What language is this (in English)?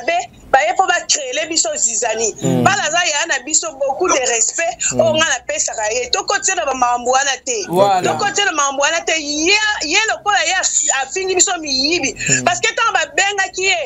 Lingala